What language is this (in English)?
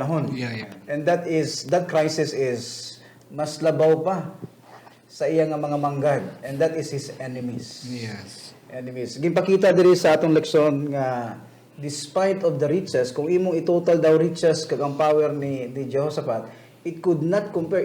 Hiligaynon